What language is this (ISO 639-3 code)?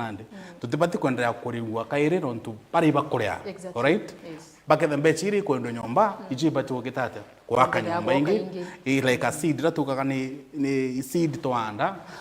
mer